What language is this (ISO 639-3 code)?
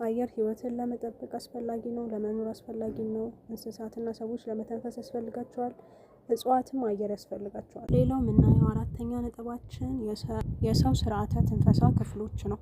amh